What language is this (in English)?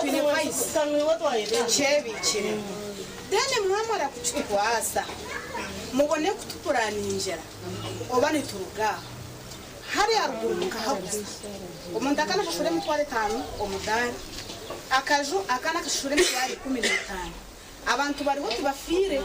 Nyankole